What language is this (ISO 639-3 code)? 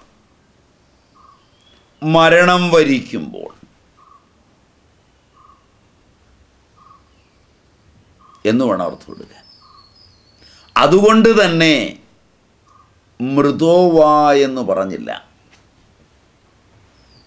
mal